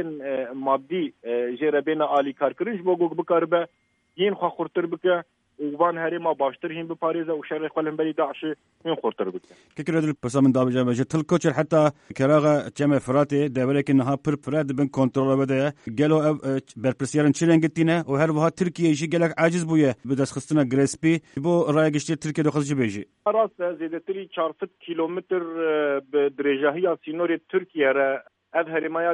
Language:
Kurdish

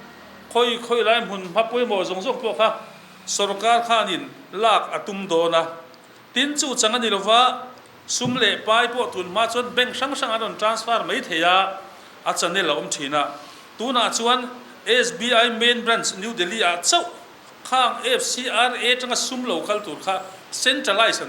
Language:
Mizo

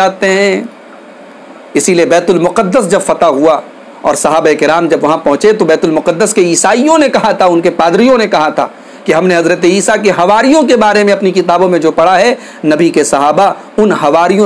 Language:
Urdu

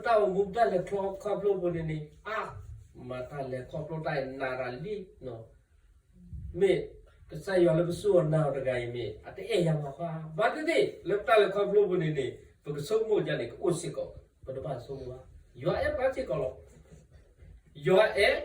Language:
S'gaw Karen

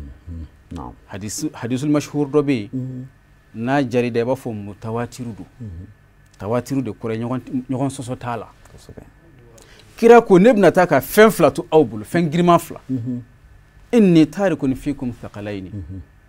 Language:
Bambara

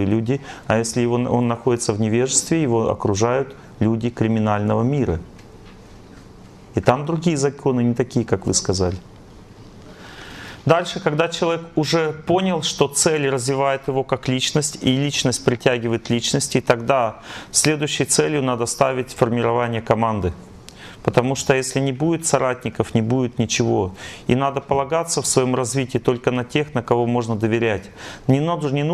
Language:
Russian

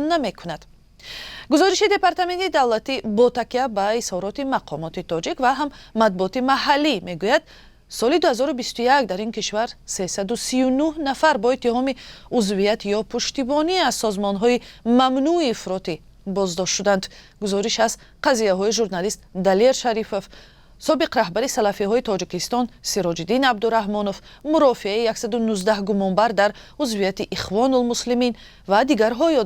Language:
Tajik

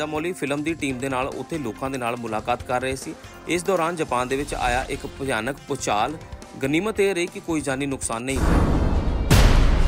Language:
Punjabi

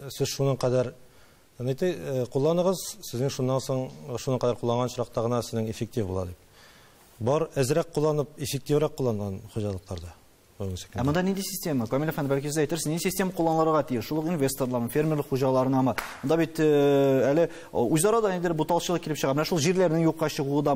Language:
Tatar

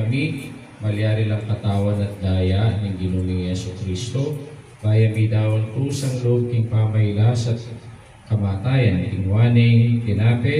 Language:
Pampanga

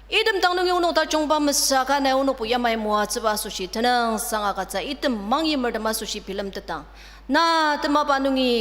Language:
Ao Naga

